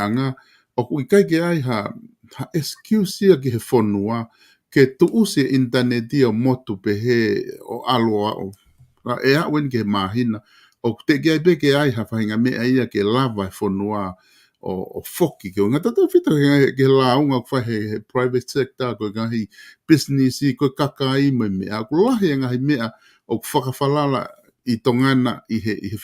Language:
Tongan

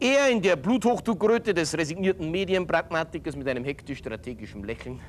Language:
Bavarian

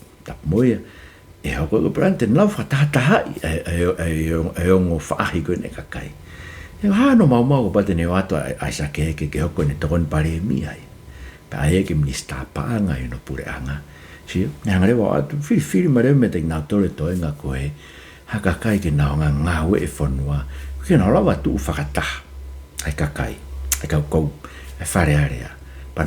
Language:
Tongan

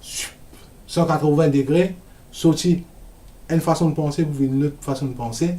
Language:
Morisyen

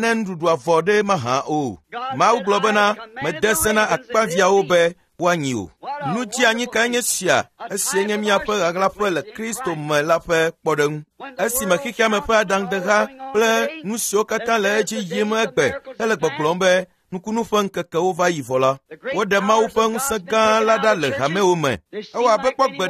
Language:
Ewe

